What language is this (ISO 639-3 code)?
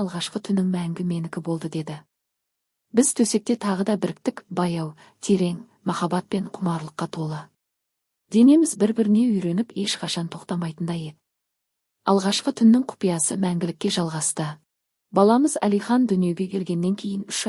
kaz